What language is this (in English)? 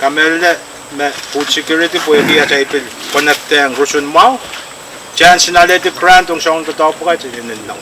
Pohnpeian